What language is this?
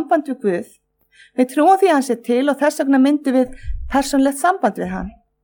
Icelandic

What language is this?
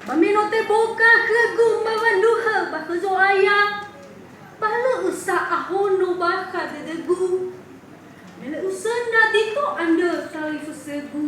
Nias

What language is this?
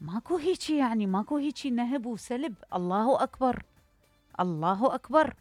Mesopotamian Arabic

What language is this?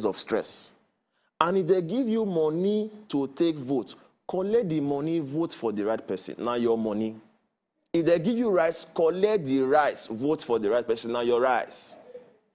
Nigerian Pidgin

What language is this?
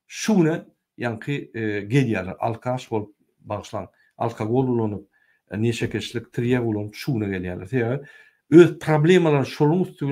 Turkmen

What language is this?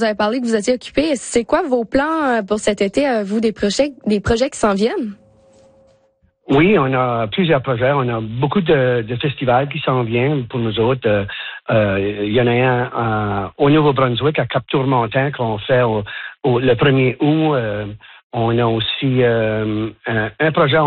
French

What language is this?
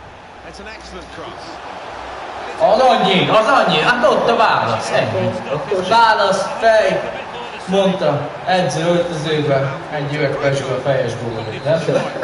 Hungarian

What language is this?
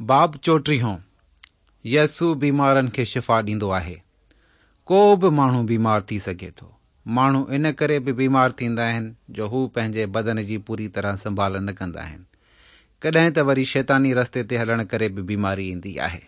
Sindhi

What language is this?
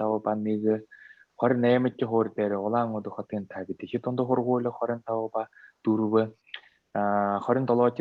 Buriat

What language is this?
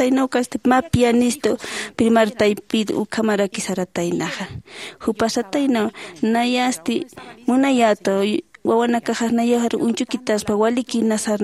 Aymara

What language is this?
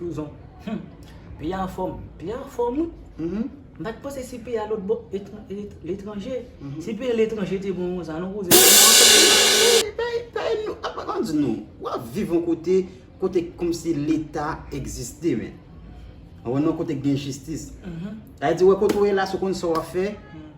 Haitian Creole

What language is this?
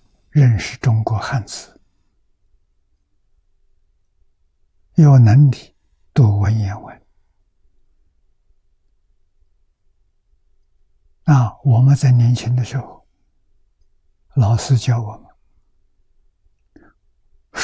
Chinese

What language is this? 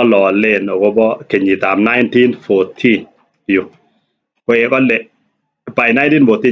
Kalenjin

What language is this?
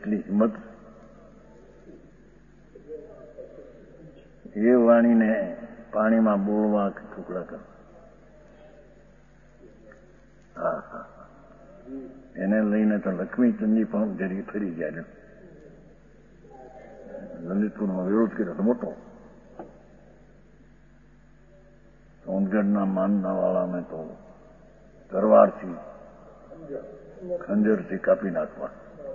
Gujarati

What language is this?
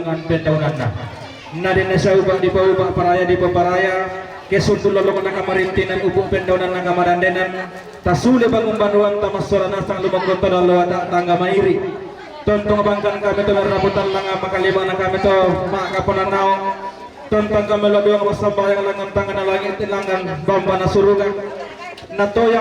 Toraja-Sa'dan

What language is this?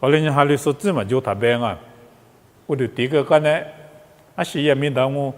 Lisu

